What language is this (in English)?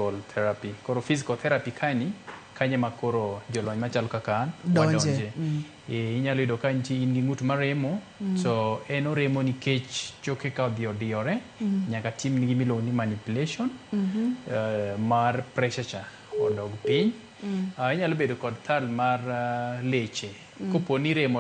Luo (Kenya and Tanzania)